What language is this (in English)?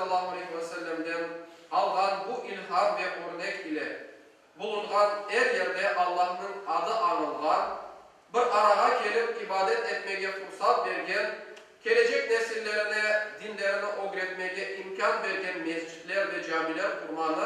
Crimean Tatar